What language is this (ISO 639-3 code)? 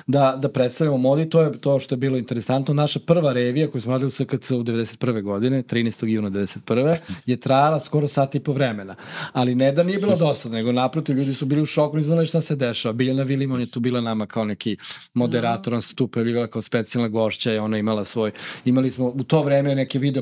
srp